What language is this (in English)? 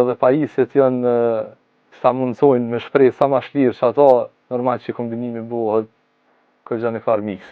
Albanian